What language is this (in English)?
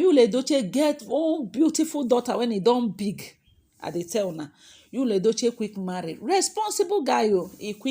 Nigerian Pidgin